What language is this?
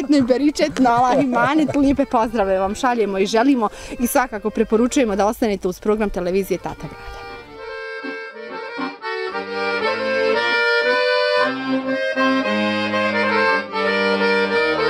Bosnian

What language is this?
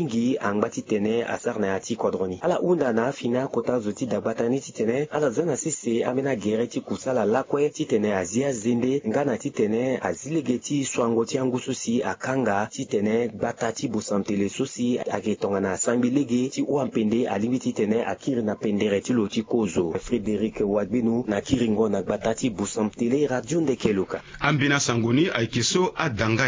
Sango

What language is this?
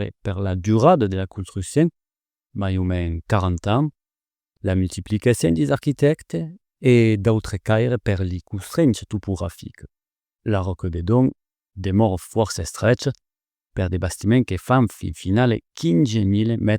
Occitan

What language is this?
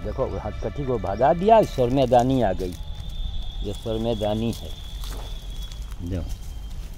Hindi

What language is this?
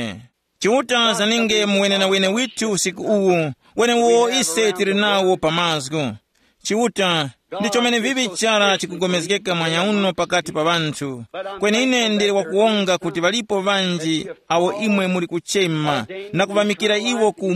Tumbuka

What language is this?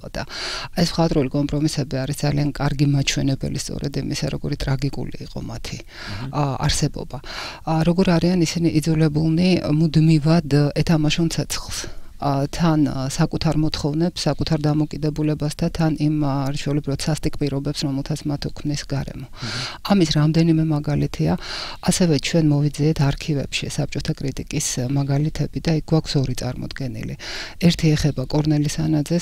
Georgian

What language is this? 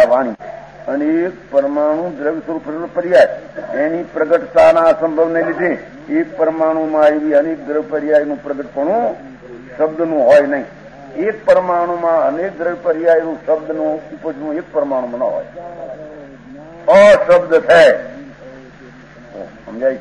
Gujarati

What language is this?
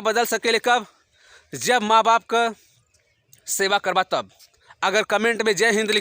Bhojpuri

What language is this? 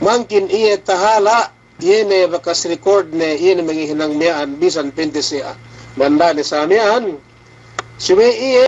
Yakan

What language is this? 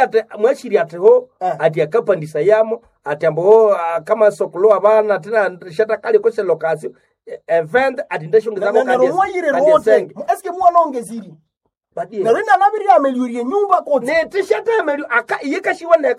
Nande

